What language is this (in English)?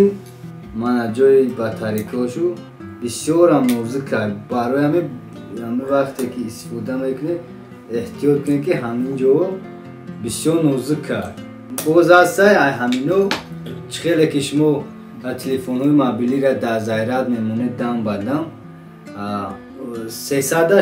Tajik